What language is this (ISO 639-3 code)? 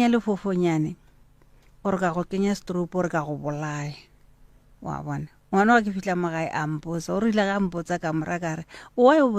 nso